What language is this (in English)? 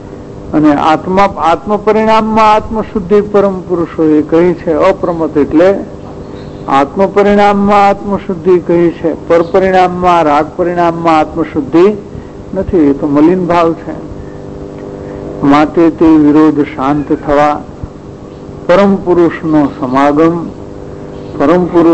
Gujarati